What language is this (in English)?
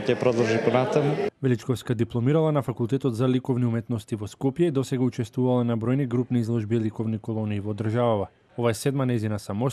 Macedonian